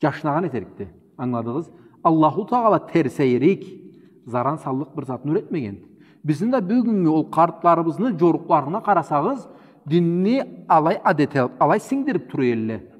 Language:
Karachay-Balkar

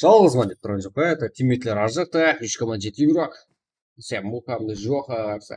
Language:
Kara-Kalpak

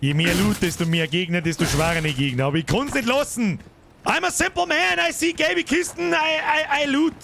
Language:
Bavarian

